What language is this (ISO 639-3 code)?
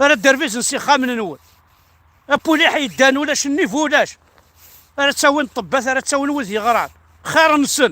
kab